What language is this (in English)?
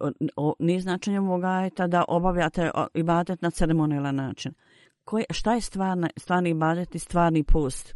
Bosnian